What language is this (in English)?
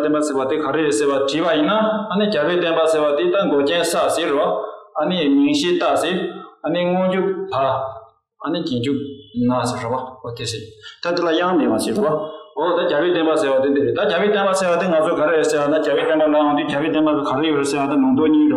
Tibetan